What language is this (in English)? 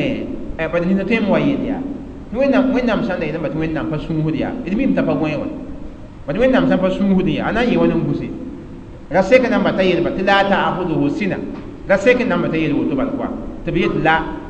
Mossi